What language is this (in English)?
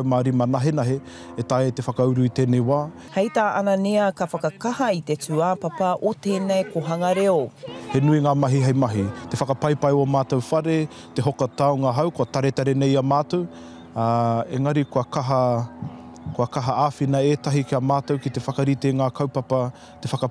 Māori